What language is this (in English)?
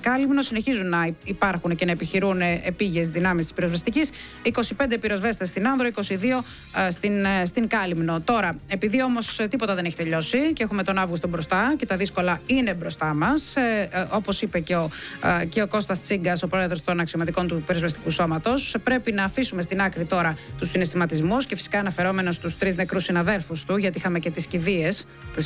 Greek